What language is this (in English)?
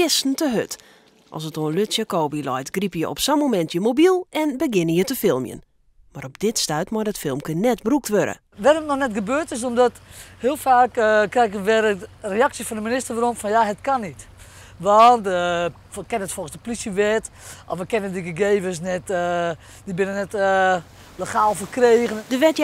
Western Frisian